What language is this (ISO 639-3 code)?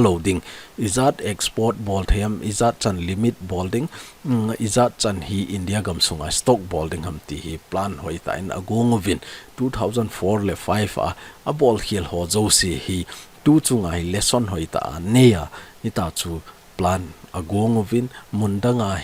tcz